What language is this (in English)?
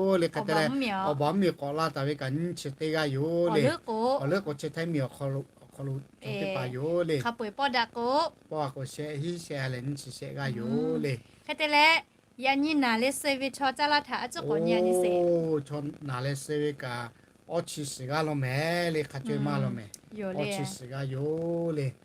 Lahu